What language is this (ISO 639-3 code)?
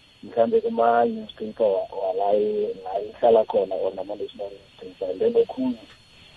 nbl